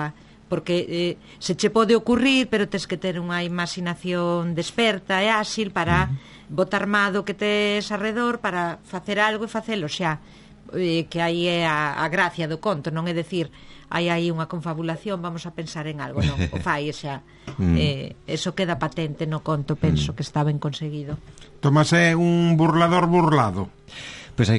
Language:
Galician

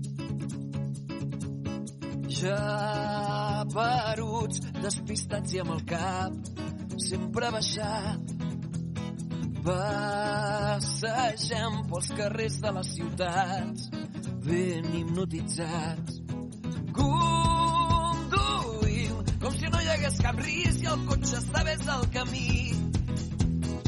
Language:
Catalan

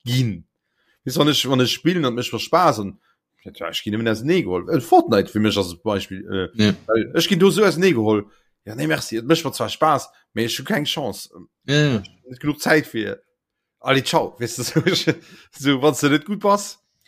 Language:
Luxembourgish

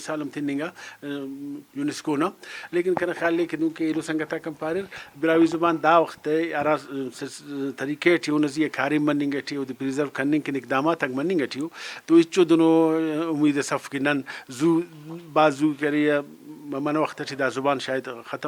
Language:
Brahui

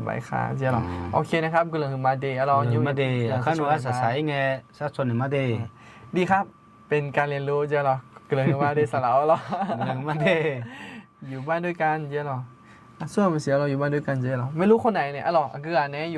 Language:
Akha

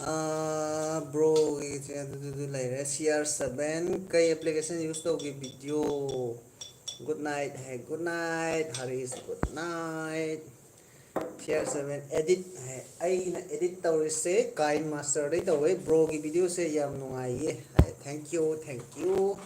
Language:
Manipuri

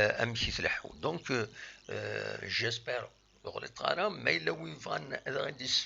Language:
Kabyle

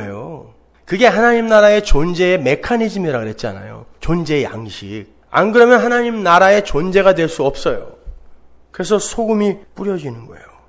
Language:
Korean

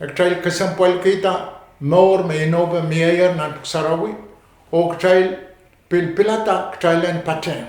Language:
Pohnpeian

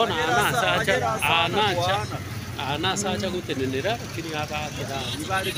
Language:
Gusii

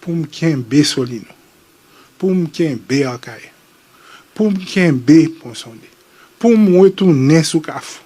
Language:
Haitian Creole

